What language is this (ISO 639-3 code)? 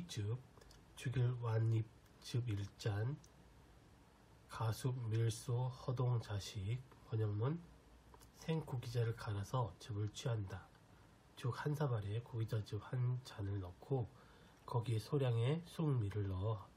kor